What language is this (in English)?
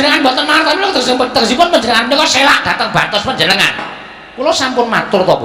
Javanese